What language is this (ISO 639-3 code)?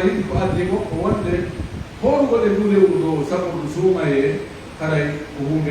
fuf